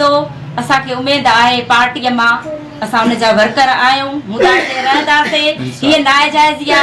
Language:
Sindhi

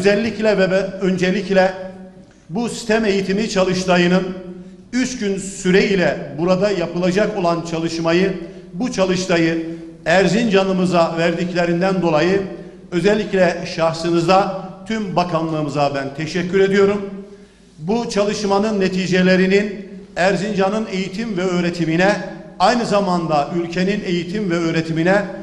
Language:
Turkish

